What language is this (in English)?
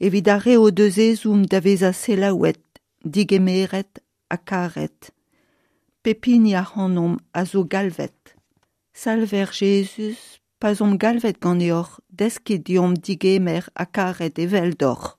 Breton